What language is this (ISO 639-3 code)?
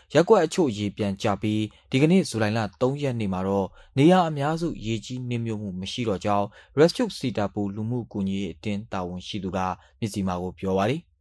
mya